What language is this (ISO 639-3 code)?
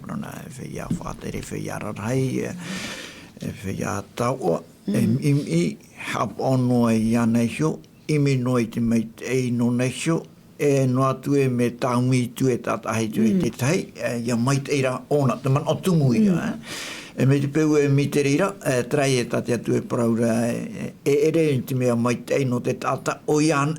tah